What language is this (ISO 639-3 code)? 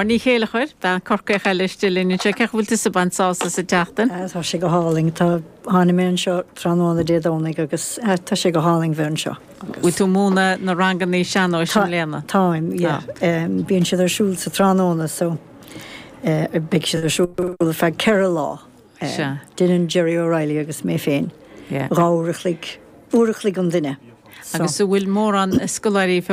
gle